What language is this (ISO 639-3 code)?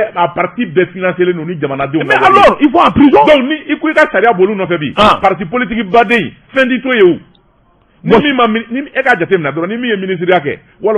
bam